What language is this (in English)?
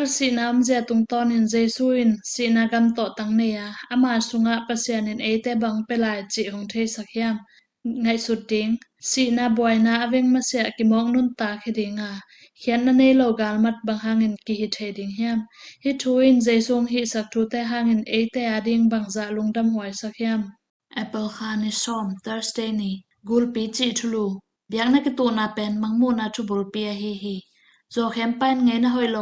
Tedim Chin